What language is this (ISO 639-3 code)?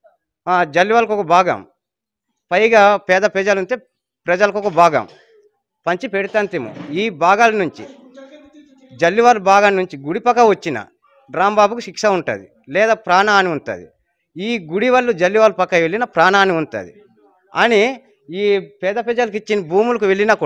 tel